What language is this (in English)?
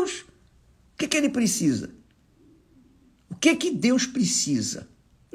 Portuguese